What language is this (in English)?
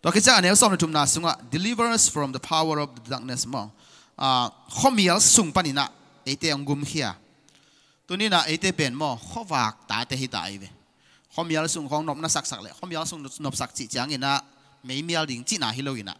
Tedim Chin